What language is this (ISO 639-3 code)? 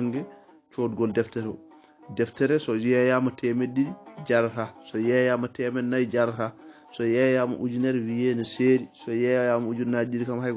ful